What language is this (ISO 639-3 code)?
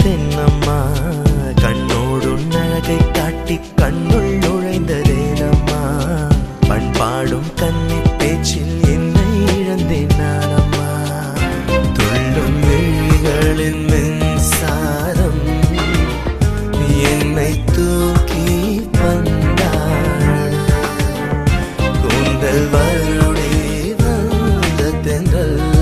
tam